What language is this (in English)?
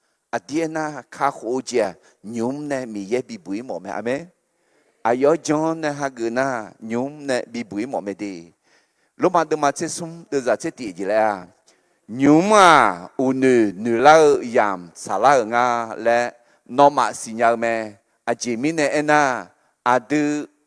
Akha